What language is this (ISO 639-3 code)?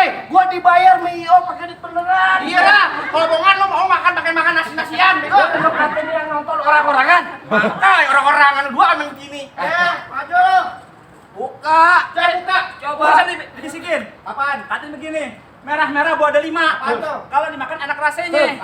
bew